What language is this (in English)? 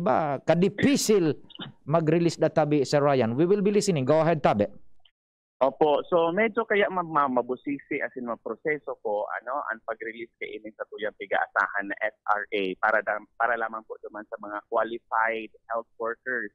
Bikol